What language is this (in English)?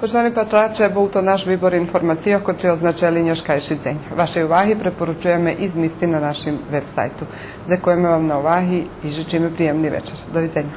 Rusyn